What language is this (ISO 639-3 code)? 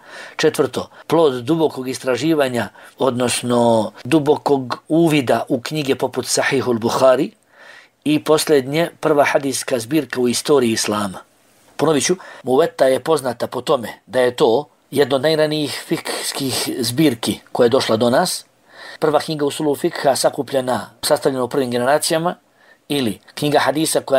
bos